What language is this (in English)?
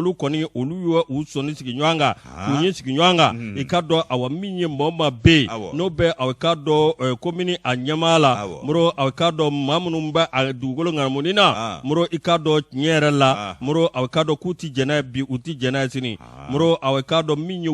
Bambara